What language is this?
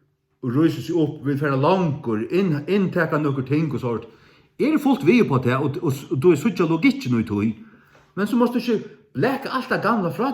Faroese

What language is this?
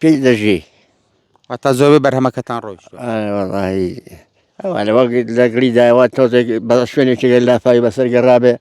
Central Kurdish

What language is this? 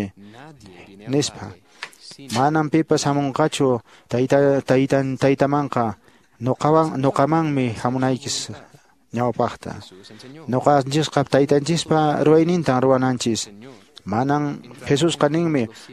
Quechua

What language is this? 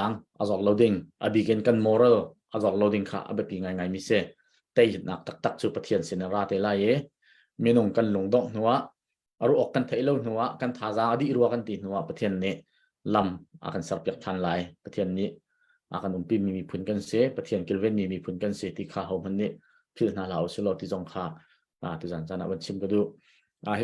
Hakha Chin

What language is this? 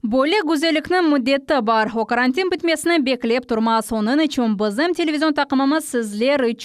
Crimean Tatar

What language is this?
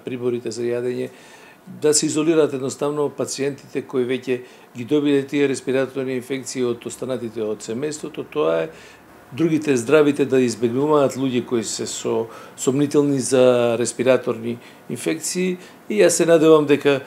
Macedonian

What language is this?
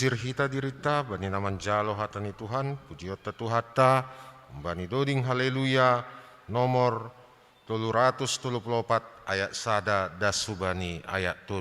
Batak Simalungun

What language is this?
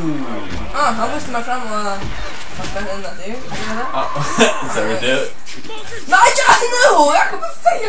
Faroese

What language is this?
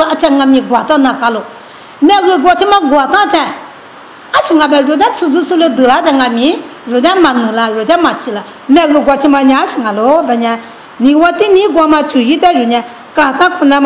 Lisu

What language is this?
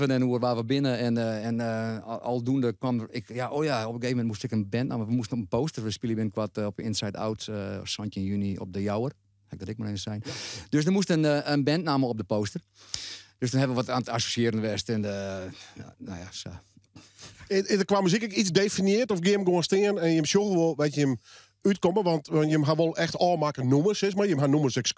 Western Frisian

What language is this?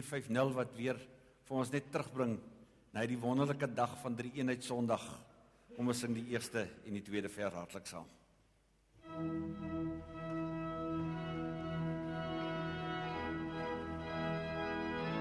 Afrikaans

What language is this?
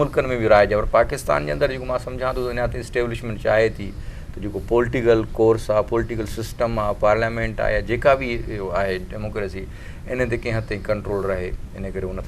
Sindhi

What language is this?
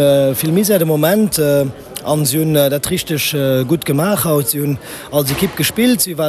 Luxembourgish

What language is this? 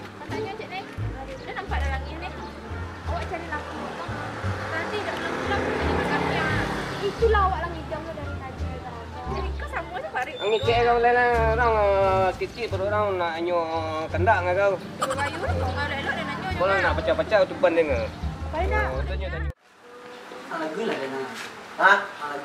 Minangkabau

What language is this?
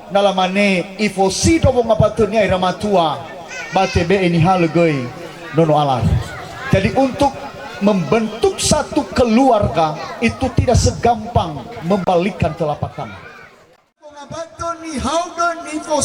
Nias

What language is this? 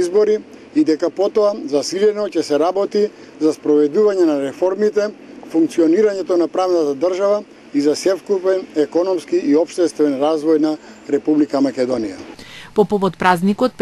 Macedonian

